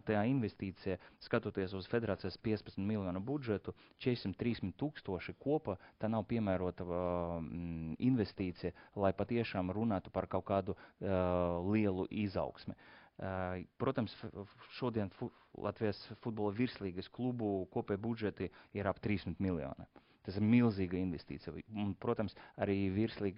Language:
Latvian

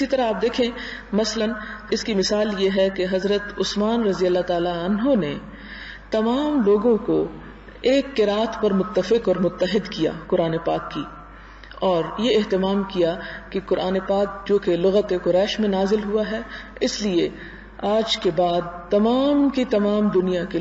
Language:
Urdu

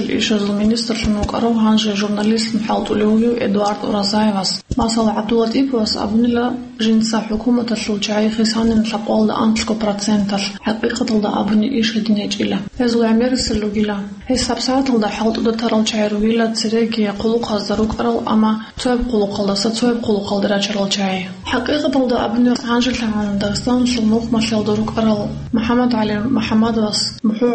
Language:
Avaric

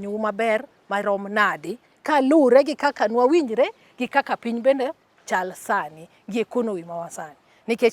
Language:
Luo (Kenya and Tanzania)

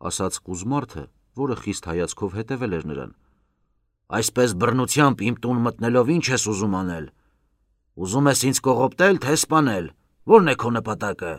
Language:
Armenian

